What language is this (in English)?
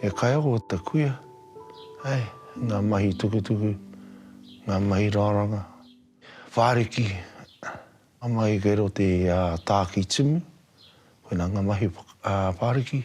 Māori